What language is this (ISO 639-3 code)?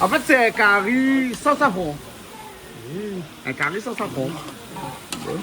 rcf